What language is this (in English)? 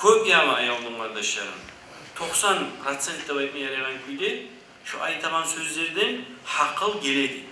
Kumyk